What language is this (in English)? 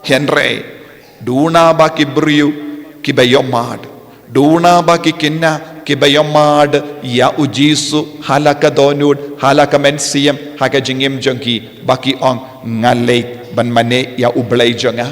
Khasi